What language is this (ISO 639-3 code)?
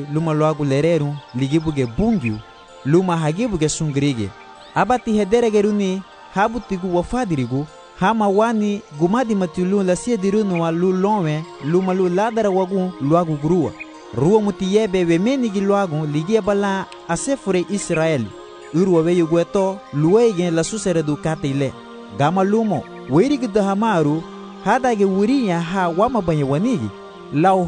cab